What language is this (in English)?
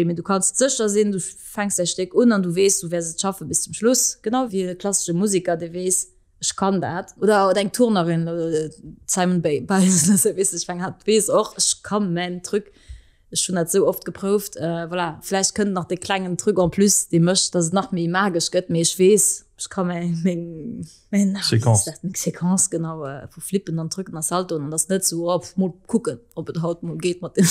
Luxembourgish